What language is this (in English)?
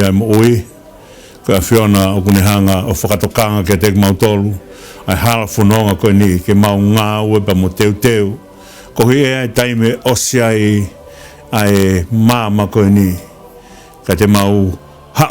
Tongan